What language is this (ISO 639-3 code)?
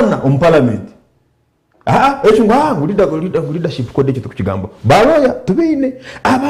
nyn